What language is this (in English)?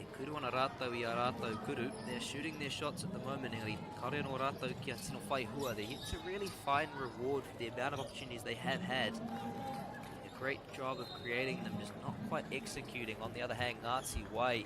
Māori